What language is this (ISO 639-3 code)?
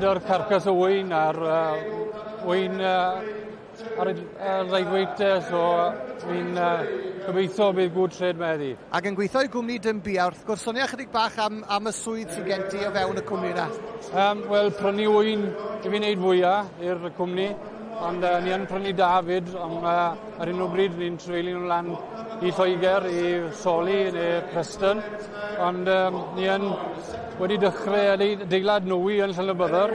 cym